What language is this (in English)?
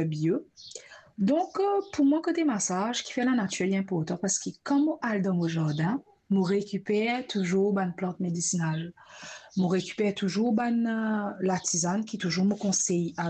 Morisyen